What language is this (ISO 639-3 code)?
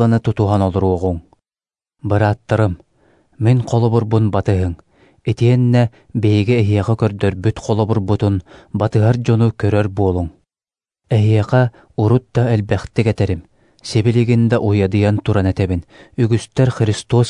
sah